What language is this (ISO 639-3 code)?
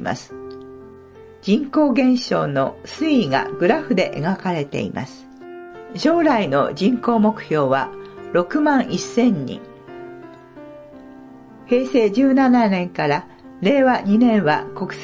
jpn